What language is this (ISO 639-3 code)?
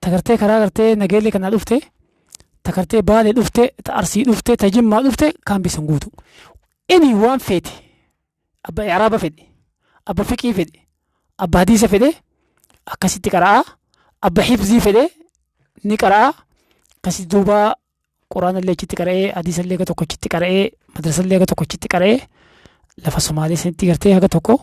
orm